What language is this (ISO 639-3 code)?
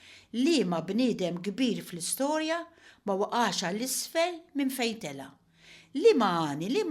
mlt